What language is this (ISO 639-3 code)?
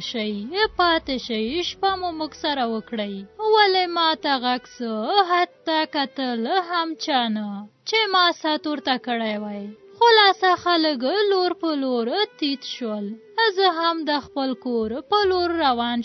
pus